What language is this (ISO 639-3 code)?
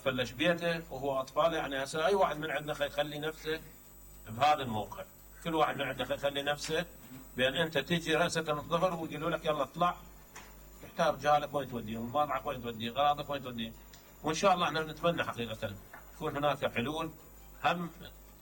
acm